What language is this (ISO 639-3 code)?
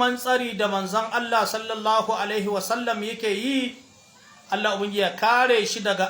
hau